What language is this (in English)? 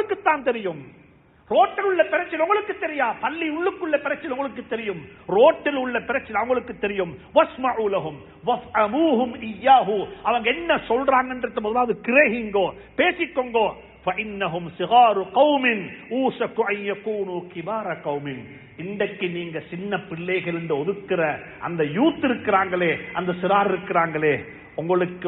Tamil